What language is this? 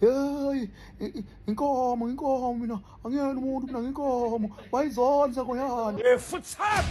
Zulu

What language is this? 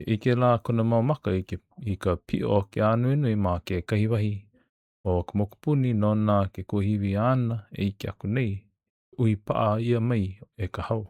Hawaiian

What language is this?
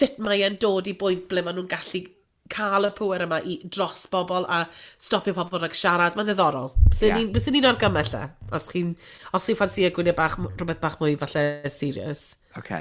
Welsh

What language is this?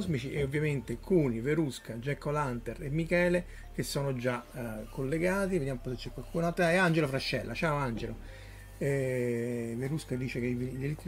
Italian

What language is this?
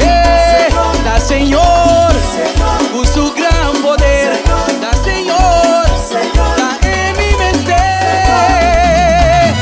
Papiamento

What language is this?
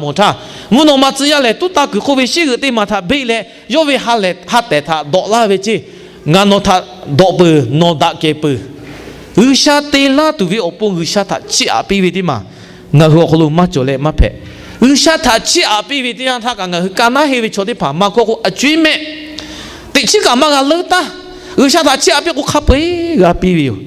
Lahu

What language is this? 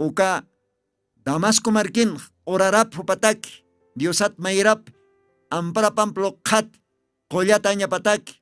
Aymara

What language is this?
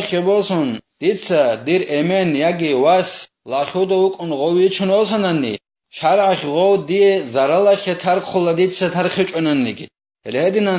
Avaric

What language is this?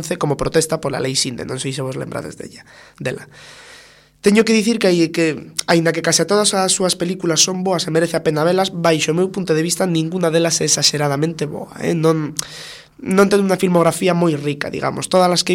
Galician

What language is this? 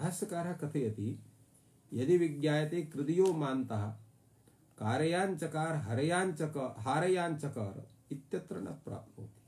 Sanskrit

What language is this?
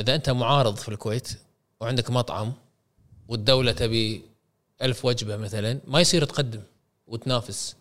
Gulf Arabic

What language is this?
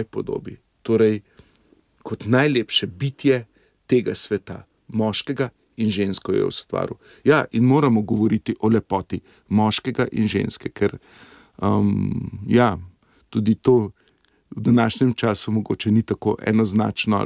Slovenian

